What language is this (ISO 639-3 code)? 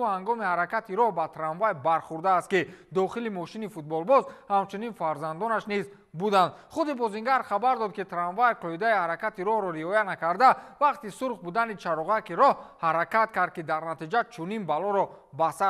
tgk